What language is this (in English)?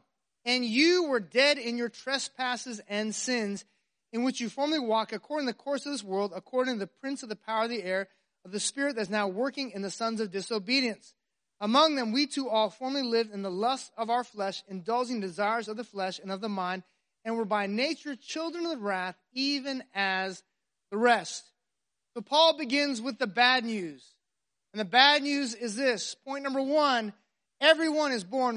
English